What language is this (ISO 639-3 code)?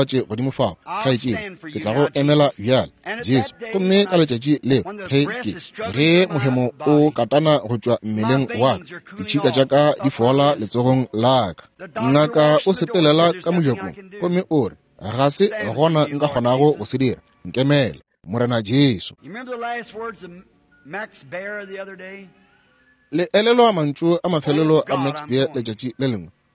nso